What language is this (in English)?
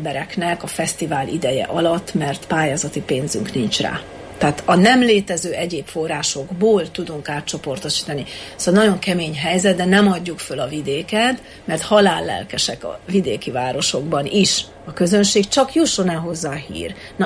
Hungarian